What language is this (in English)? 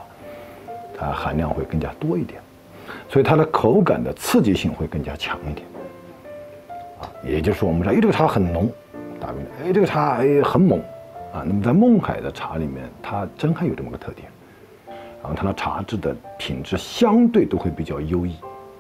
Chinese